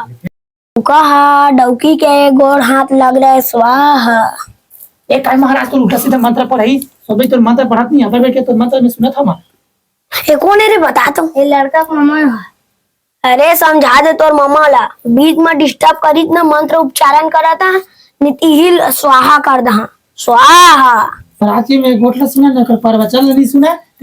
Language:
Chhattisgarhi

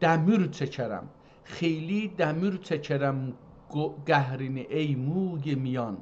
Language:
South Azerbaijani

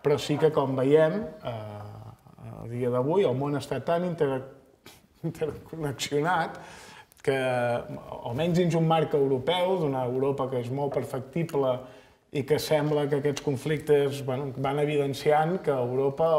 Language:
Catalan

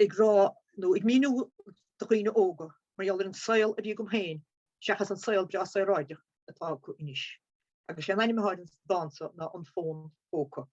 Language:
Irish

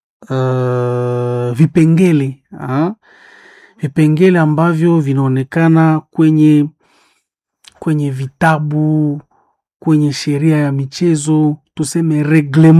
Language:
Swahili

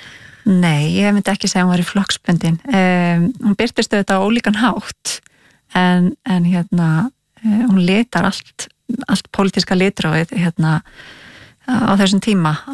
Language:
Icelandic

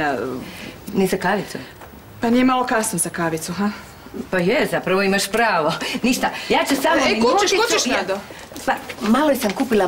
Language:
Croatian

